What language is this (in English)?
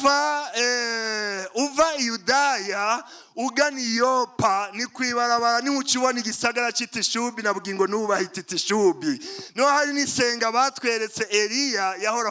Rundi